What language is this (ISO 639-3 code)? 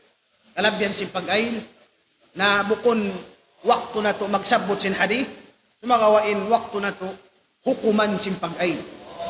tsg